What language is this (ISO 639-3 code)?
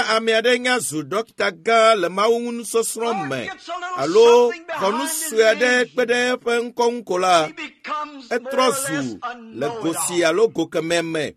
ewe